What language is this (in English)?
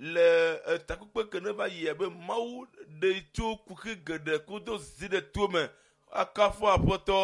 Ewe